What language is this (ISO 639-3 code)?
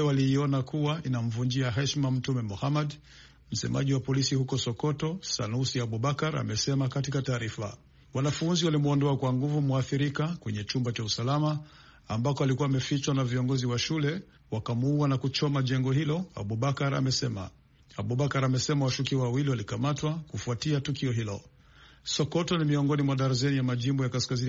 swa